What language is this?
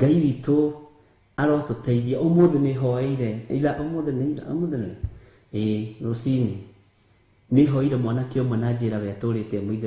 Kikuyu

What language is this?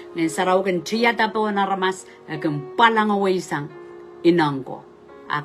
Pohnpeian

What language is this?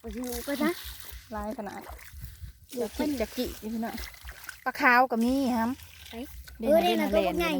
Northeastern Thai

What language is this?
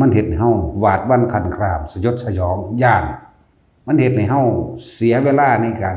Northeastern Thai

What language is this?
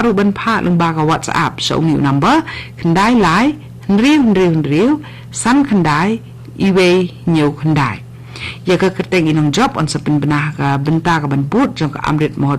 Khasi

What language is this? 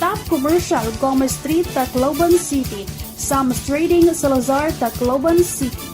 Waray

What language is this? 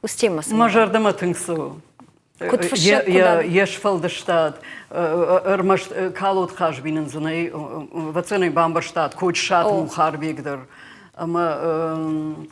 Ossetic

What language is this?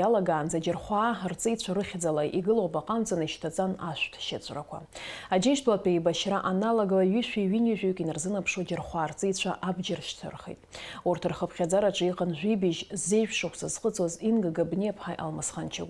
Abkhazian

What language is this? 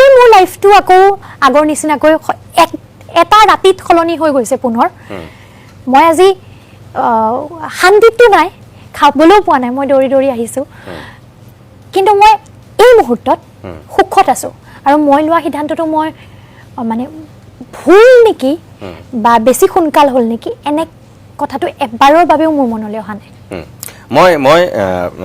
Assamese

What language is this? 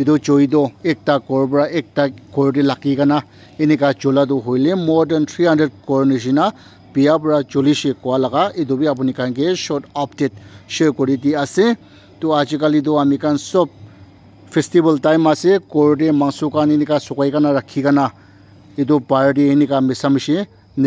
Naga Pidgin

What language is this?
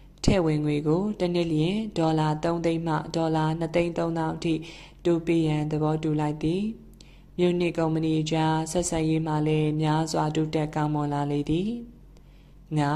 Burmese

